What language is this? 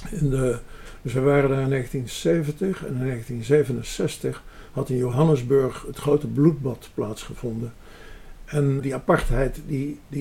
Dutch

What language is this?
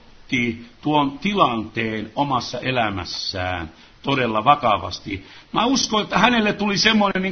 Finnish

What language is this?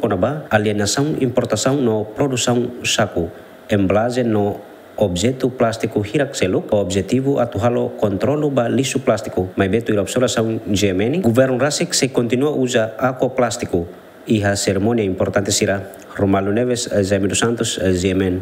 Tetum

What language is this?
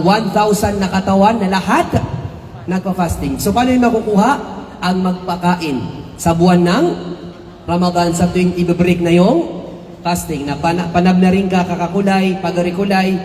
Maranao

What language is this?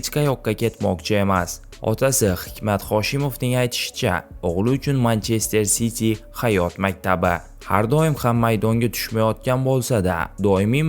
Uzbek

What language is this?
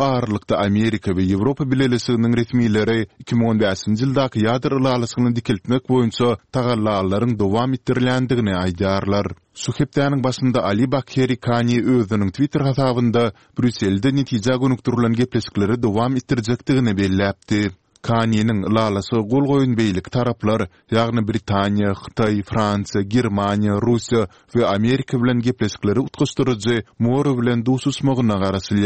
Turkmen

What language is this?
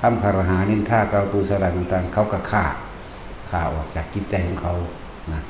Lao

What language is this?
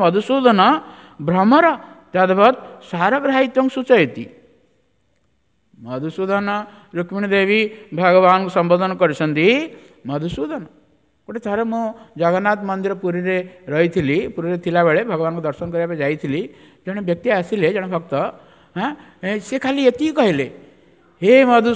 Odia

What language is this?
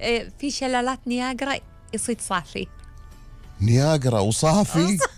Gulf Arabic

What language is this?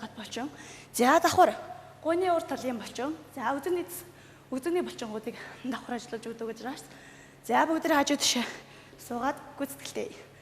Mongolian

